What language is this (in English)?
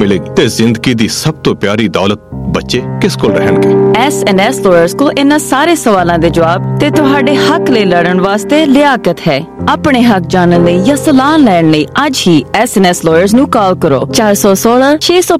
Punjabi